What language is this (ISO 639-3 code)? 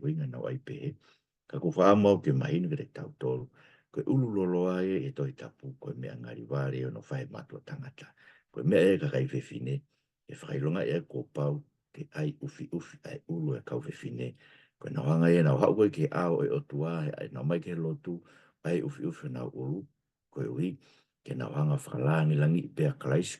ton